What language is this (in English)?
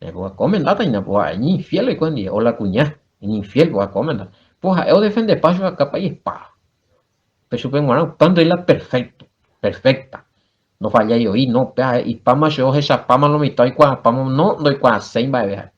Guarani